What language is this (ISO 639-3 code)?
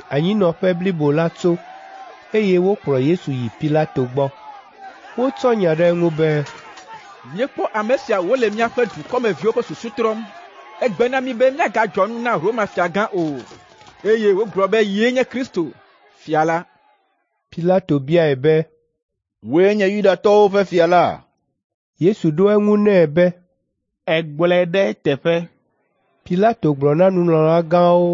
ewe